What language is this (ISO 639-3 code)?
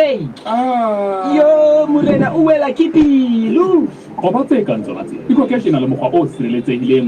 sot